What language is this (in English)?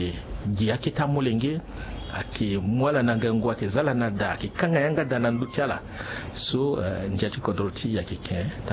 Sango